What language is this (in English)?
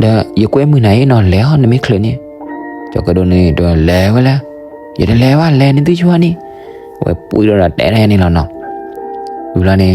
S'gaw Karen